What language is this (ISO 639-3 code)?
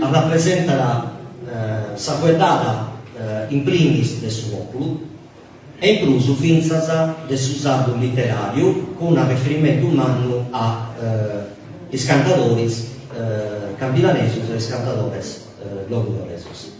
srd